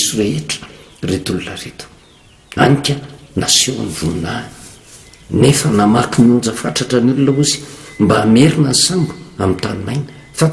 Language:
Malagasy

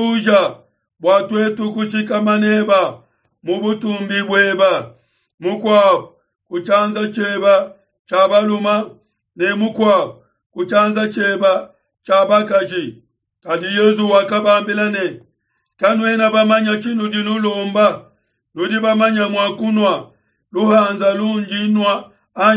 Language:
Luba-Lulua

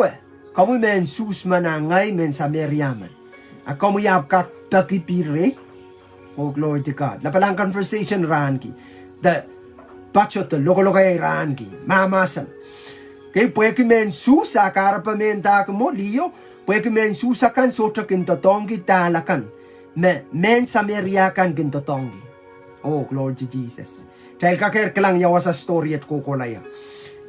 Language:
Pohnpeian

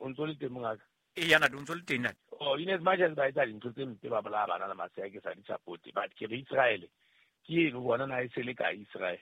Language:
Southern Sotho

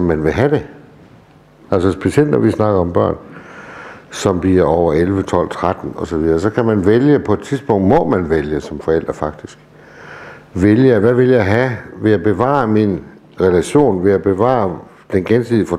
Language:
Danish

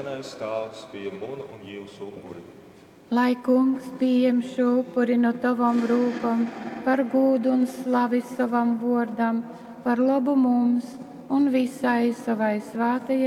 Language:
Latgalian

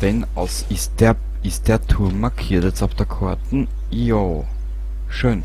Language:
Bavarian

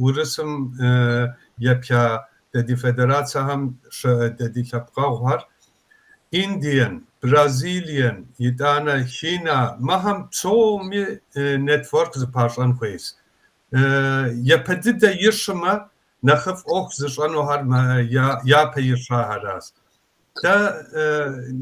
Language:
Kabardian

